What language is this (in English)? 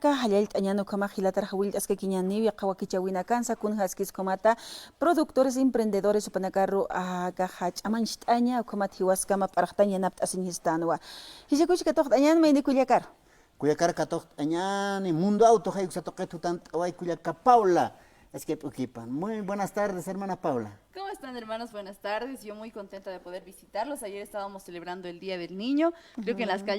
Aymara